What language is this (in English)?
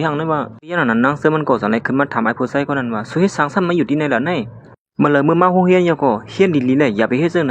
Shan